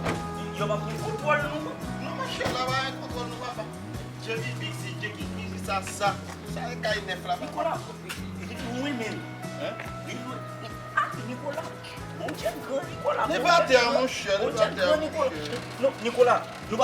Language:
Haitian Creole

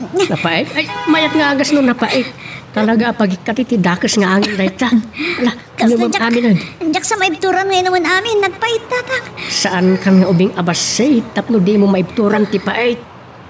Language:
Iloko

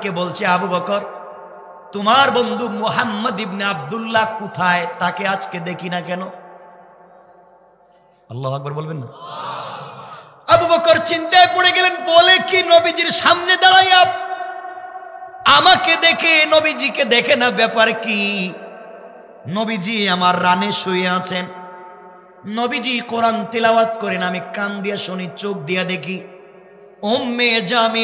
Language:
Bangla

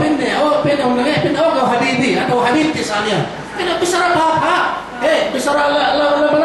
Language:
Yakan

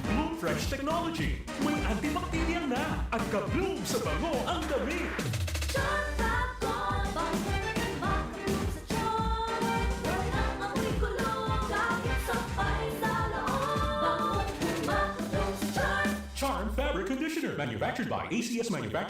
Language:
Bikol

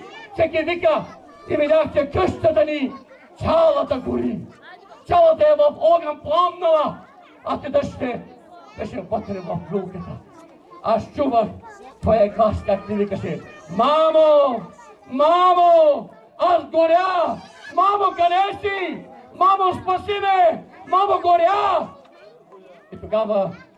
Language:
Bulgarian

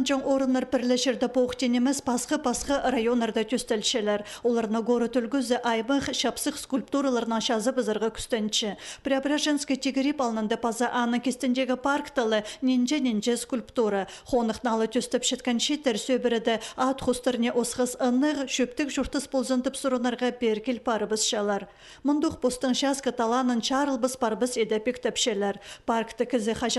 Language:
Khakas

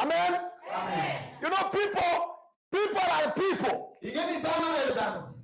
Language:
Luo (Kenya and Tanzania)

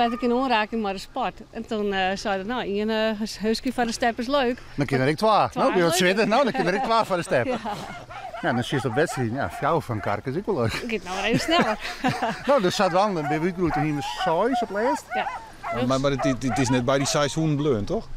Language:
Western Frisian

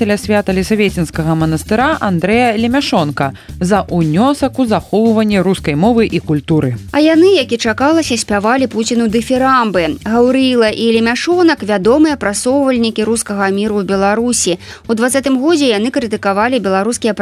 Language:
Belarusian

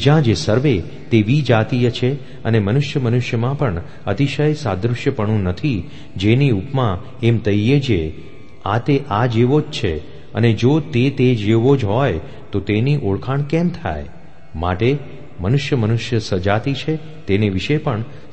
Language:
Gujarati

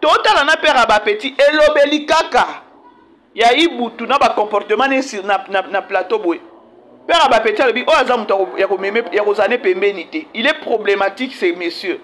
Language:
Lingala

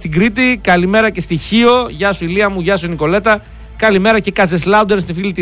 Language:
Greek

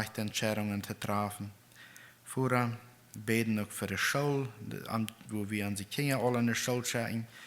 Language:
Plautdietsch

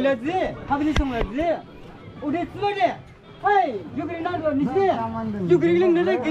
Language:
Dimasa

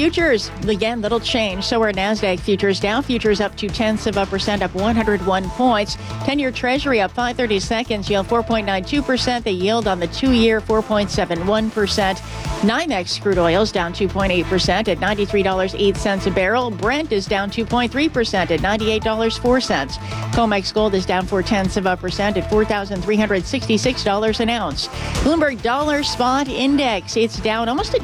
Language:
English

